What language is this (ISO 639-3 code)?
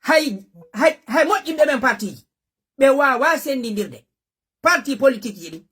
ful